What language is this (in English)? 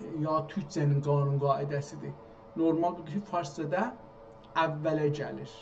South Azerbaijani